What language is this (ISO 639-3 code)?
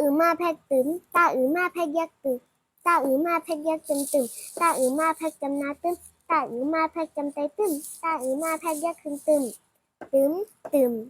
shn